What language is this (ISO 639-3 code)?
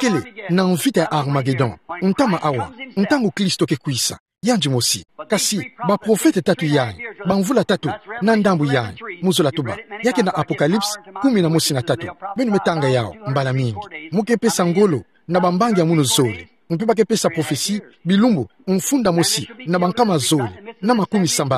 ktu